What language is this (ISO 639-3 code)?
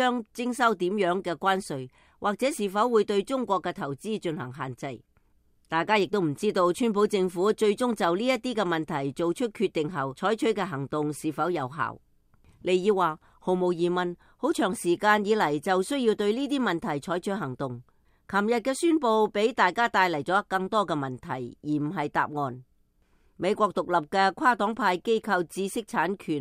yue